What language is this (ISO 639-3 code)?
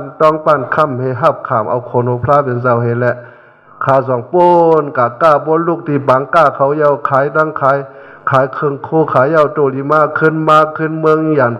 shn